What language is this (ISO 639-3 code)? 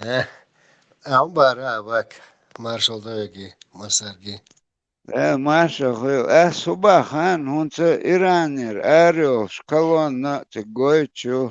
che